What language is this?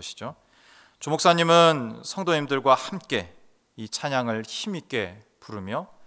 Korean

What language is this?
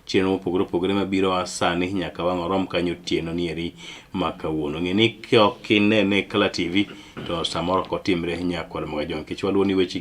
Luo (Kenya and Tanzania)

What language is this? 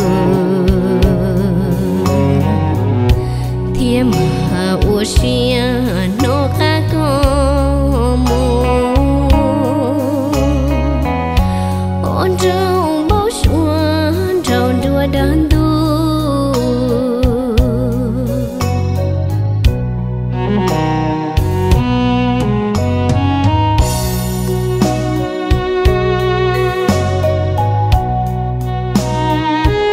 Vietnamese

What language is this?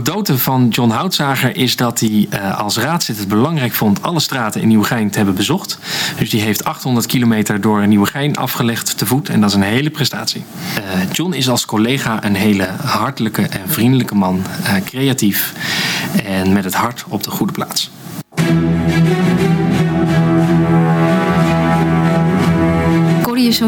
Dutch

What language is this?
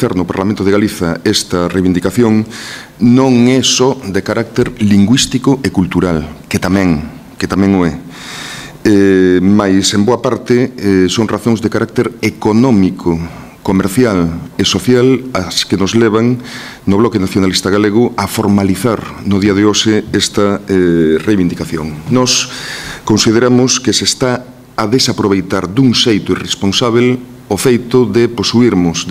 Galician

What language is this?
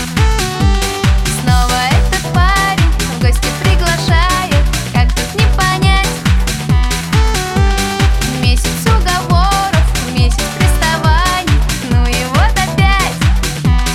Russian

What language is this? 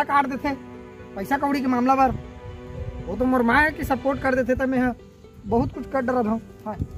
Chhattisgarhi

